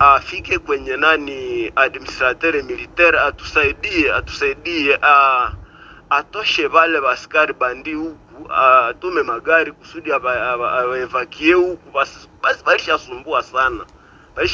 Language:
Kinyarwanda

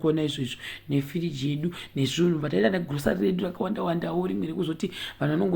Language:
Shona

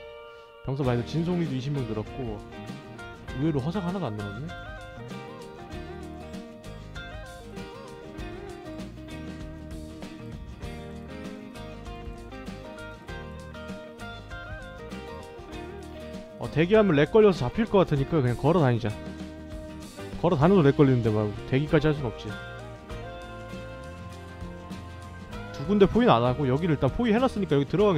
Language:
Korean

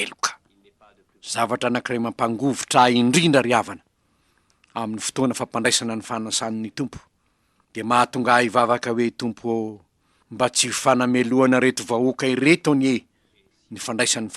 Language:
Malagasy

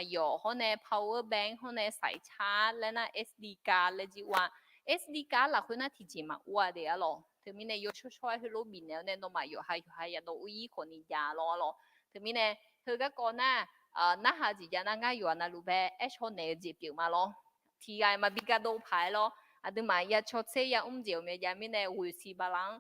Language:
Akha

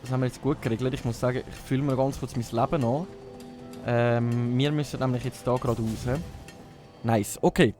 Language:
Swiss German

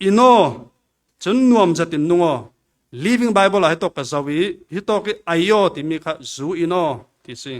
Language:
Falam Chin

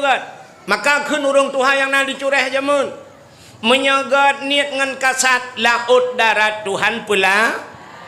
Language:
Achinese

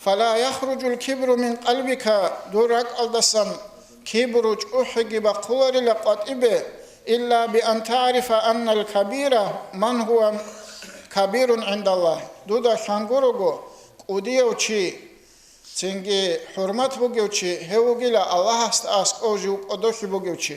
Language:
Avaric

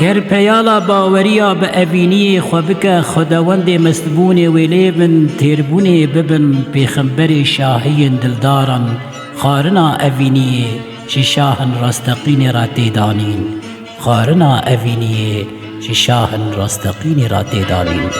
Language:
Kurdish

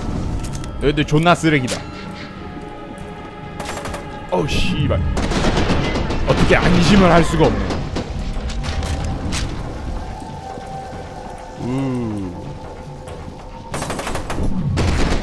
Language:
Korean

